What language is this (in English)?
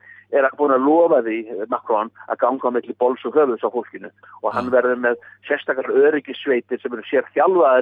Icelandic